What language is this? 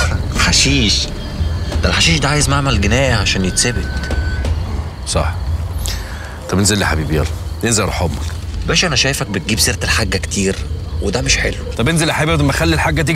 Egyptian Arabic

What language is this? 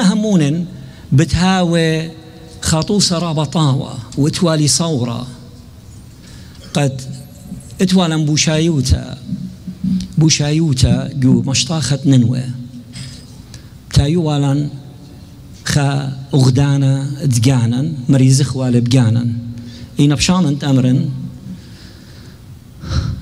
Assyrian Neo-Aramaic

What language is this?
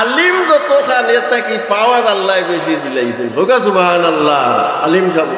Sylheti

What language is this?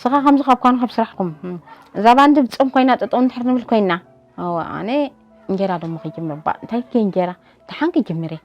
Tigrinya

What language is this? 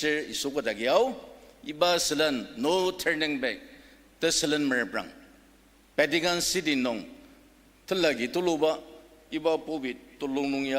Ao Naga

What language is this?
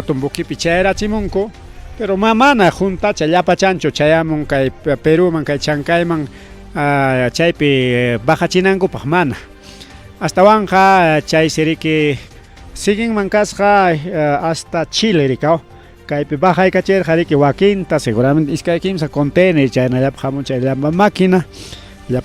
Ayacucho Quechua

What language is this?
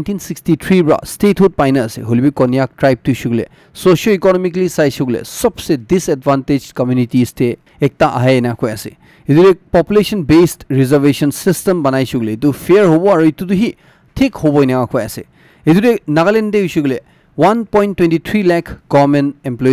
Naga Pidgin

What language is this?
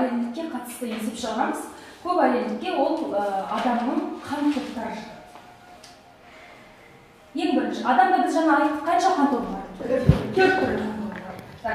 Kazakh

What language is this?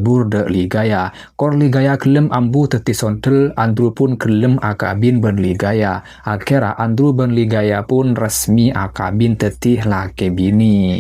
Madurese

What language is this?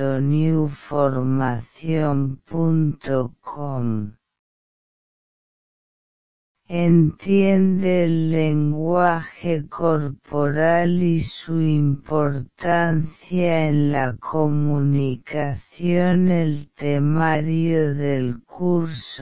Spanish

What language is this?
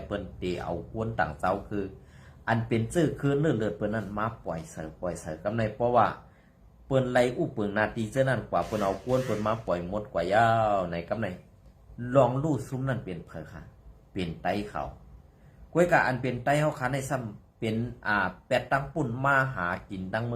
Shan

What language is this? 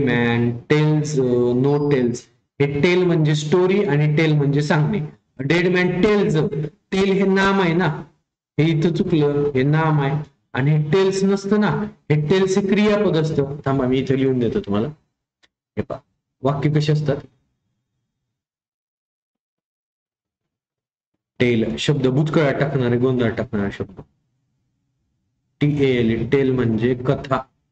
Marathi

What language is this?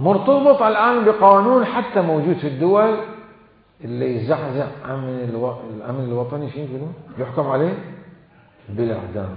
Mesopotamian Arabic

